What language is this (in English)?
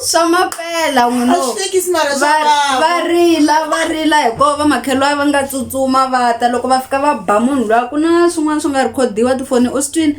Tsonga